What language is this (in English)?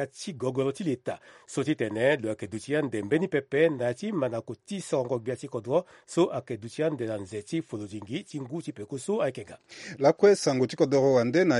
Sango